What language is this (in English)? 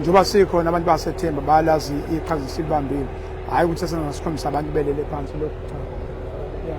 Zulu